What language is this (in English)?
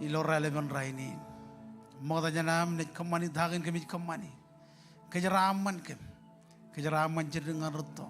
Marshallese